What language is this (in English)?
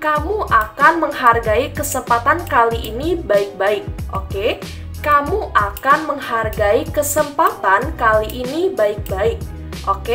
Indonesian